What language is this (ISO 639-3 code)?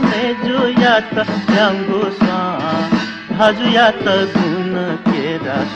new